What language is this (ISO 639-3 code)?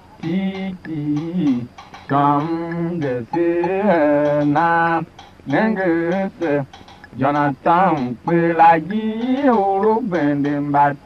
tiv